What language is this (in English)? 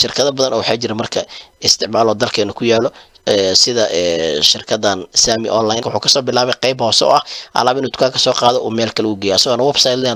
Somali